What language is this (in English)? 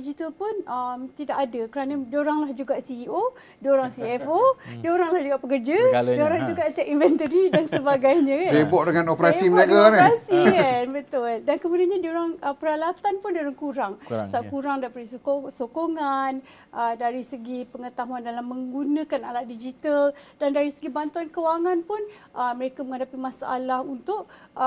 Malay